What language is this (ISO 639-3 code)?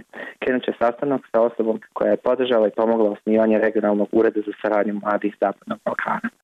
bos